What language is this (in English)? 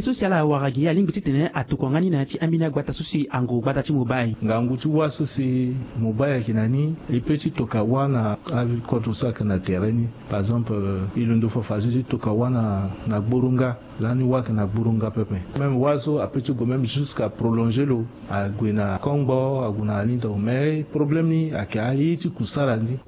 Sango